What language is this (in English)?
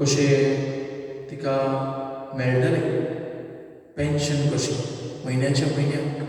Konkani